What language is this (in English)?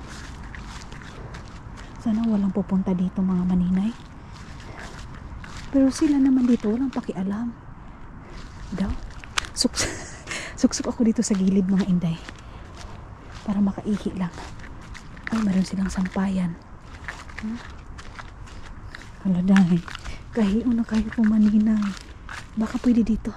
Filipino